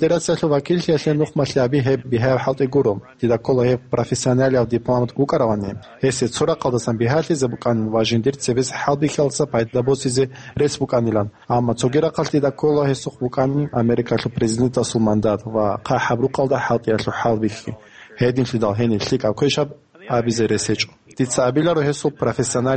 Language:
Avaric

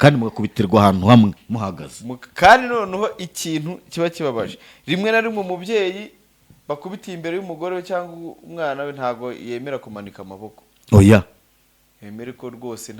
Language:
Kinyarwanda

